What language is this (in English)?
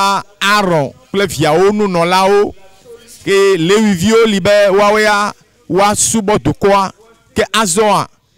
Ewe